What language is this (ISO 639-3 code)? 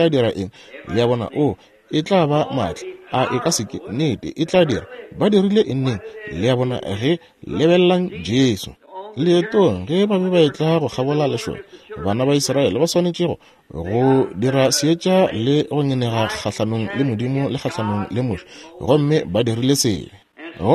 nso